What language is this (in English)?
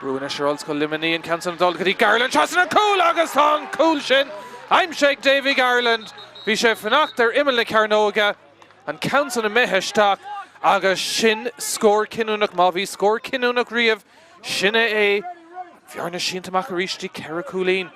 Irish